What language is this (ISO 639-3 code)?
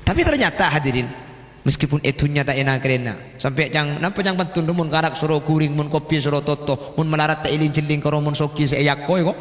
mad